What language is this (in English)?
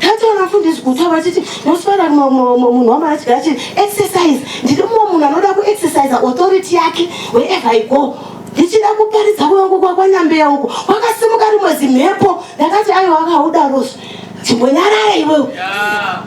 Shona